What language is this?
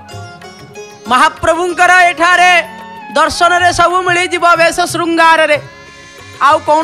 Odia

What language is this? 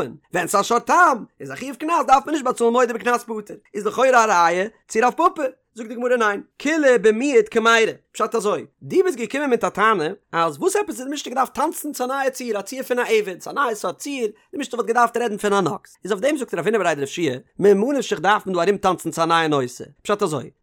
Yiddish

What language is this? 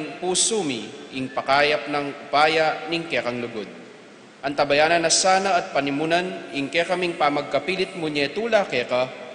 Pampanga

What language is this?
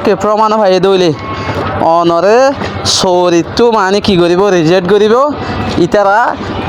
Rohingya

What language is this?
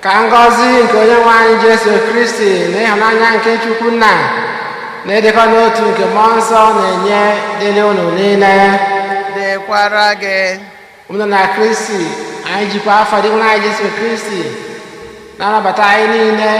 Igbo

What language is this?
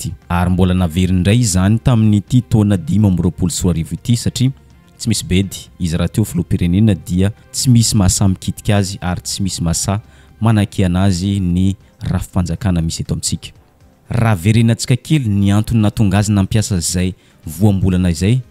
Malagasy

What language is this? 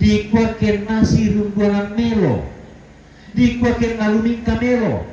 Toraja-Sa'dan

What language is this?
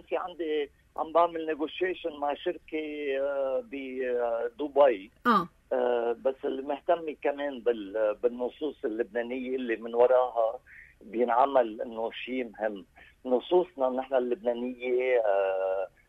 North Levantine Arabic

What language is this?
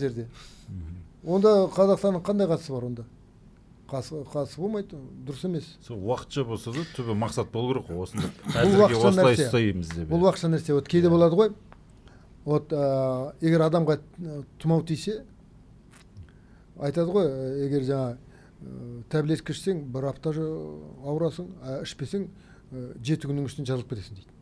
Kazakh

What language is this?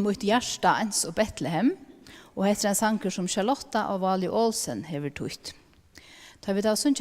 Faroese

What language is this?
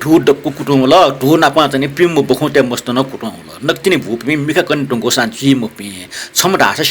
Newari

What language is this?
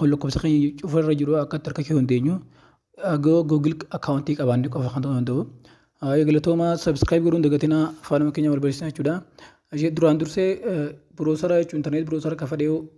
Oromo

